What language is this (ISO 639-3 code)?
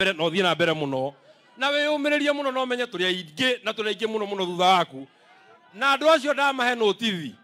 kik